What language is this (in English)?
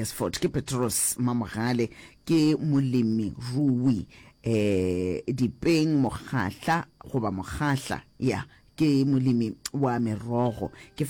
Northern Sotho